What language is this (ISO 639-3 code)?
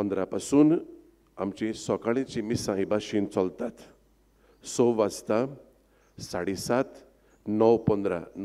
kok